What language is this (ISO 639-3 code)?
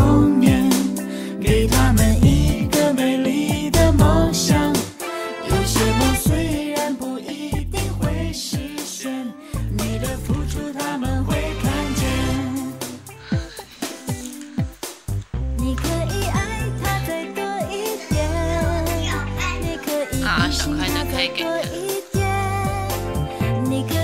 zho